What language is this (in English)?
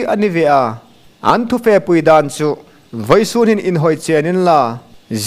Hmar